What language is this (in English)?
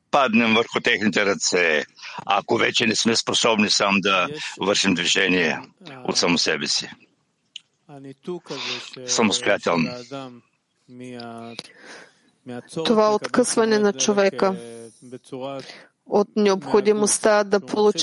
Bulgarian